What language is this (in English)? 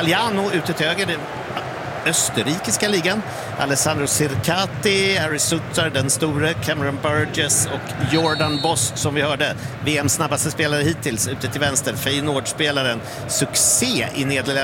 Swedish